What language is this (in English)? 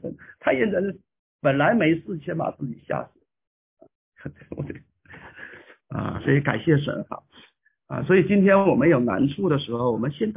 Chinese